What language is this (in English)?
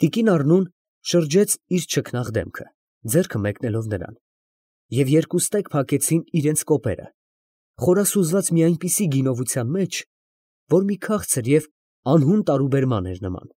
Armenian